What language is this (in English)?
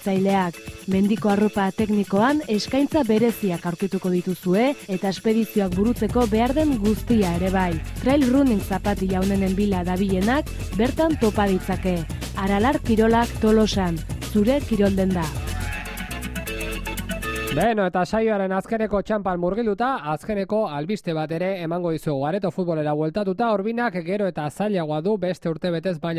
Basque